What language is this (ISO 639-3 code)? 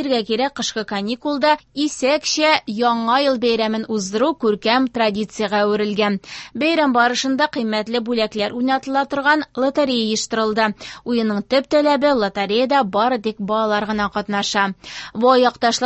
tat